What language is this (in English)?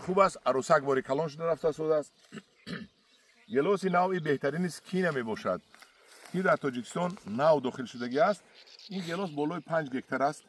Tajik